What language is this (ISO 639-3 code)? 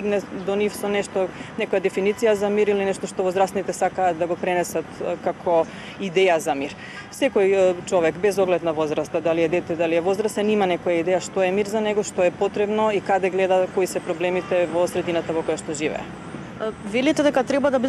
mkd